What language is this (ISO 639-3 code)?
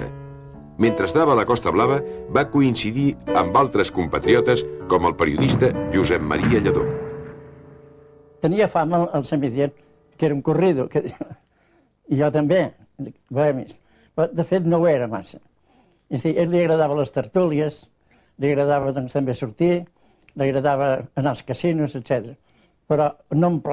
cat